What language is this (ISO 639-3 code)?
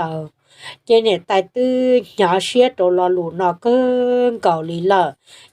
hmn